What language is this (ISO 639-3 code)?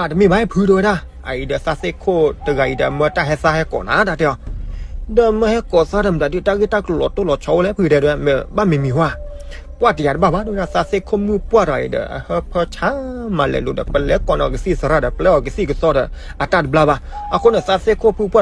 ksw